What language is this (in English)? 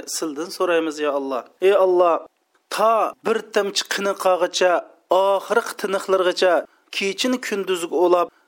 Uyghur